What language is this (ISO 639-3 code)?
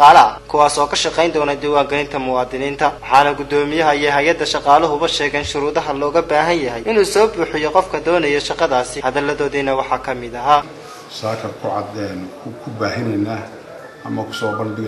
som